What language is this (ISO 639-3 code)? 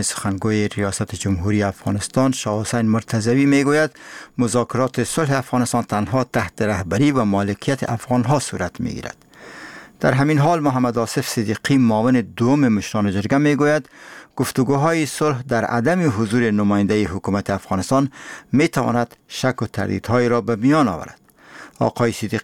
fas